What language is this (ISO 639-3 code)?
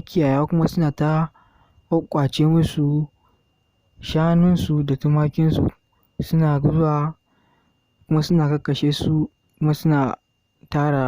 hau